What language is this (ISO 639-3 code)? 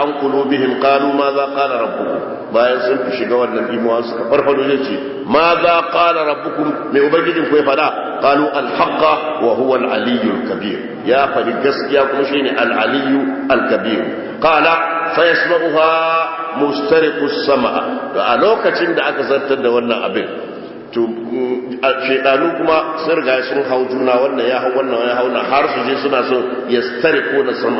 hau